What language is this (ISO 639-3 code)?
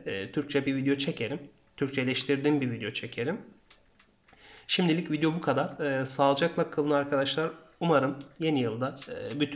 tur